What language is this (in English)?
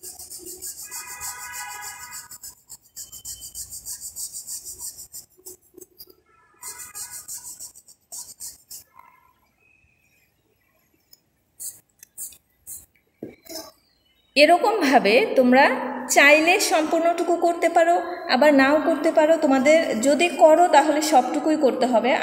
Bangla